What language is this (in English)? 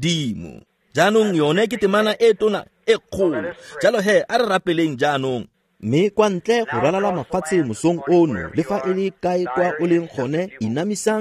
Tswana